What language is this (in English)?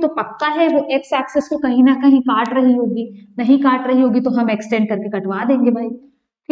Hindi